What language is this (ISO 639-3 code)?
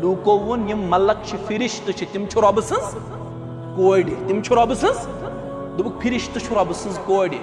kas